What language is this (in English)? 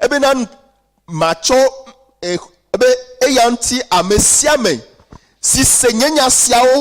Ewe